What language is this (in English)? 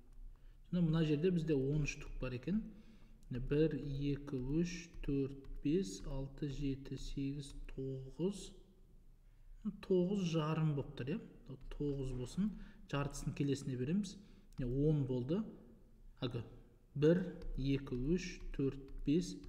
Kazakh